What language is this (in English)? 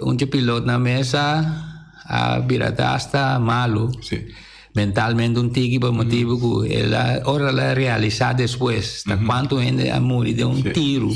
Papiamento